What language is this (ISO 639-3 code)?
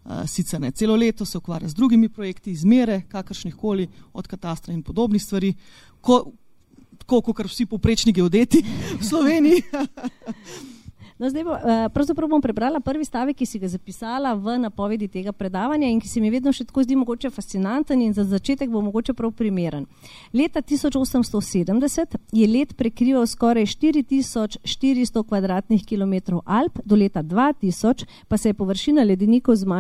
slv